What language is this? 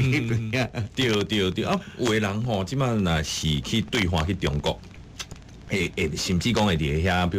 Min Nan Chinese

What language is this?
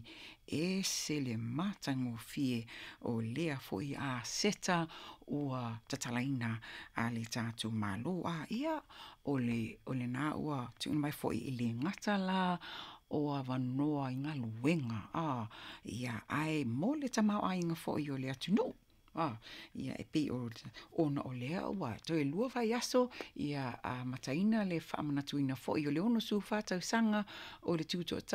Samoan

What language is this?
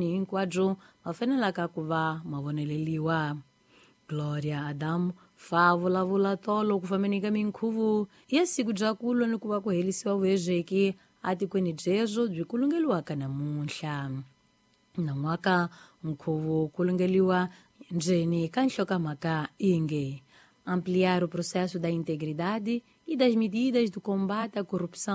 Tsonga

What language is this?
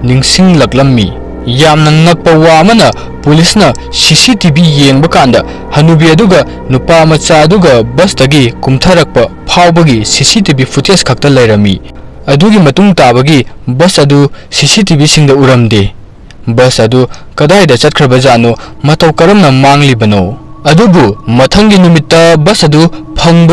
Manipuri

